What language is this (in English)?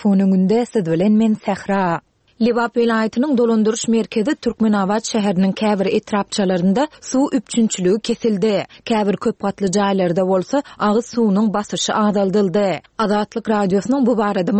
Turkmen